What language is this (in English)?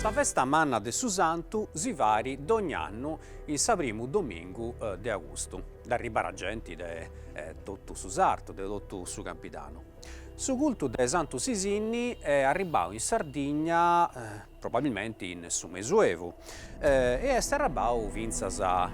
Sardinian